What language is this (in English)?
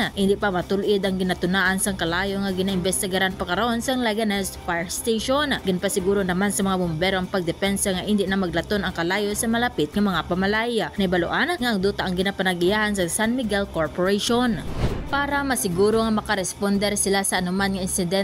Hiligaynon